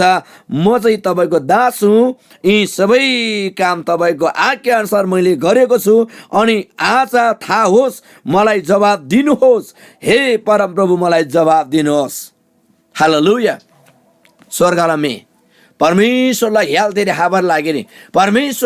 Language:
Eastern Tamang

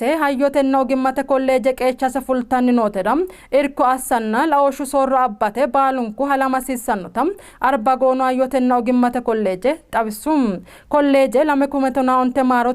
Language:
Sidamo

